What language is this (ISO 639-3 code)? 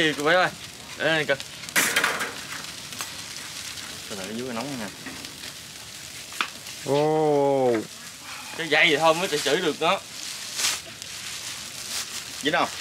vie